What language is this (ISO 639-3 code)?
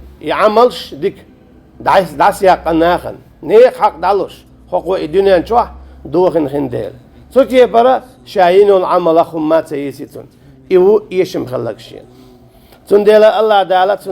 che